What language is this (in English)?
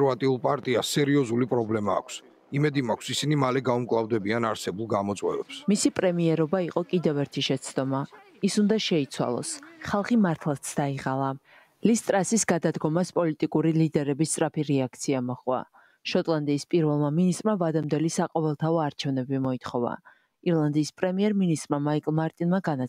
Georgian